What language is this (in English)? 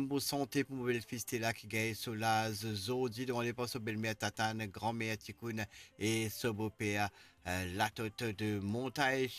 Morisyen